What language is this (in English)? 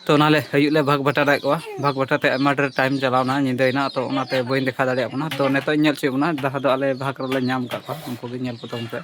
Santali